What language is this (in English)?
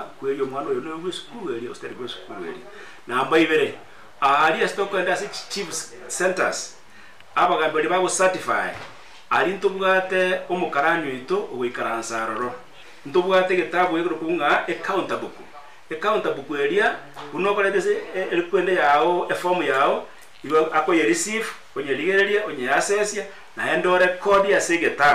Gusii